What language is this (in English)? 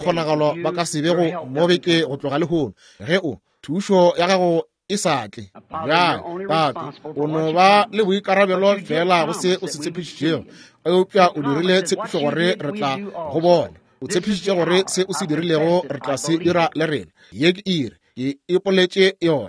Northern Sotho